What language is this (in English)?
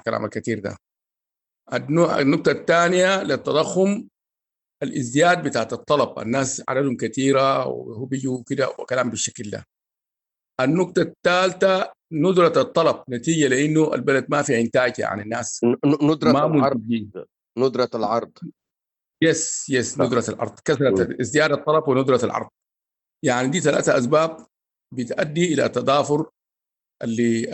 Sudanese Arabic